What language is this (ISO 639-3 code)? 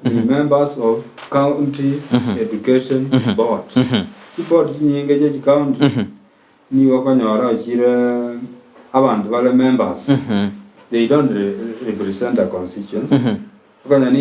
guz